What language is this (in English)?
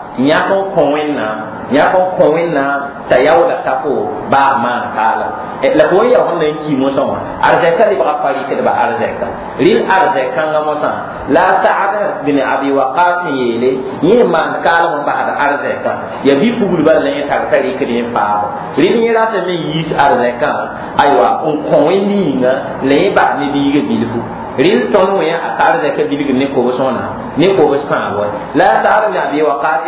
Mossi